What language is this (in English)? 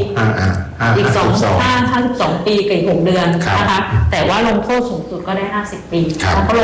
Thai